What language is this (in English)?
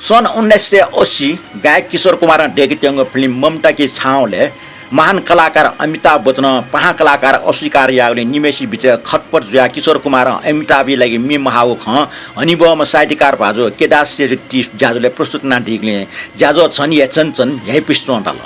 Newari